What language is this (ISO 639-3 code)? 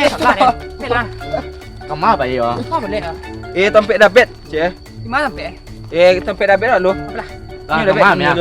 min